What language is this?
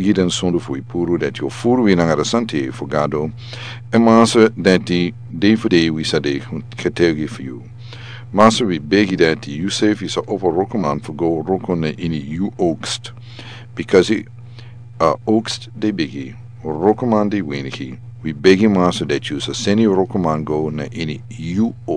Sranan Tongo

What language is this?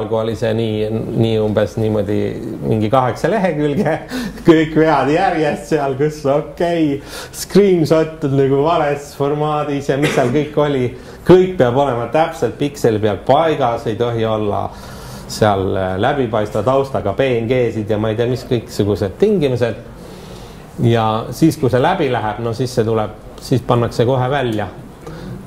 Estonian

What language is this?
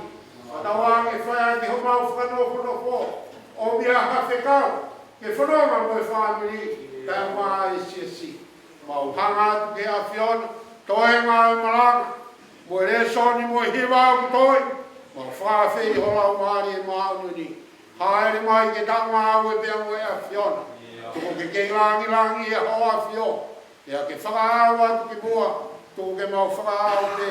Tongan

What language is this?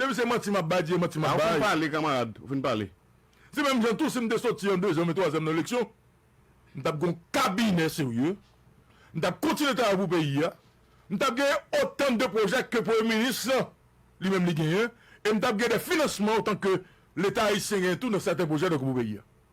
Haitian Creole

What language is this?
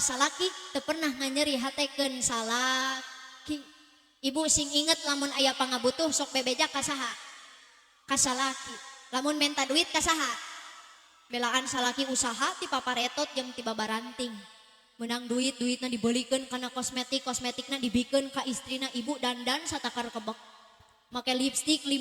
Sundanese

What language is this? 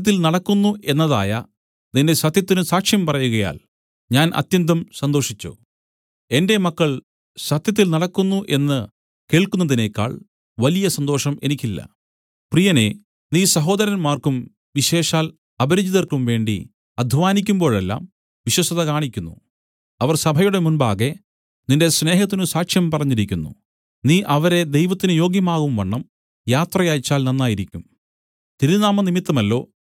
Malayalam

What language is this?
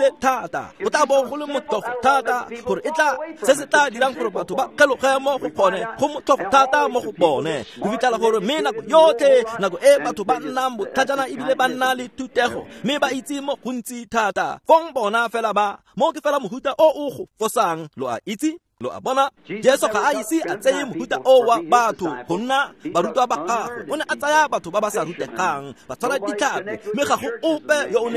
Tswana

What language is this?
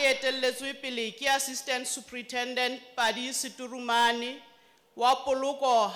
Southern Sotho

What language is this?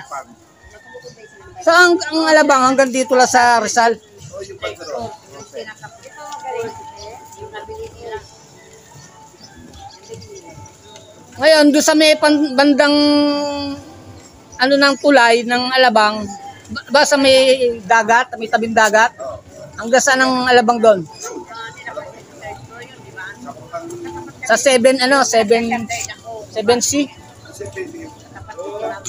Filipino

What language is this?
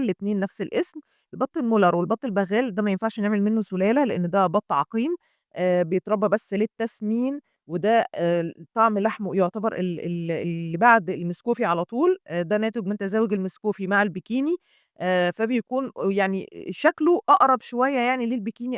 Egyptian Arabic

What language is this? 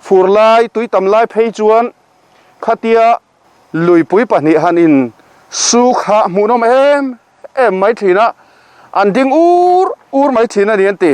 Mizo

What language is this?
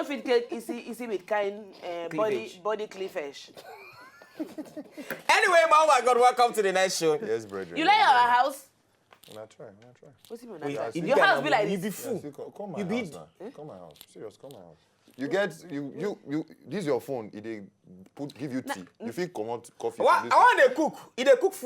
Nigerian Pidgin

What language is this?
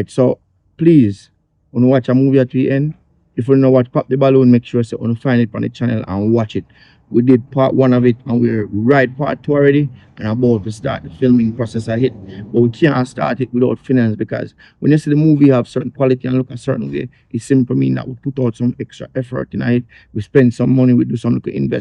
Jamaican Creole English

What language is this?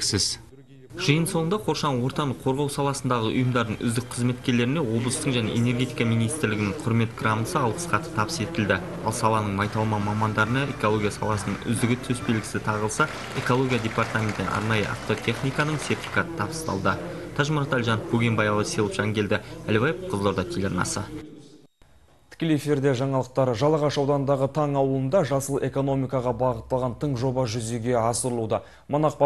Kazakh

